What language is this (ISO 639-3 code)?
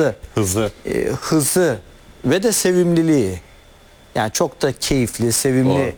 tur